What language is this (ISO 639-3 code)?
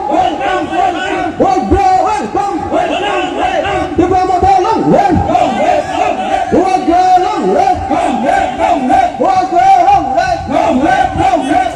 trp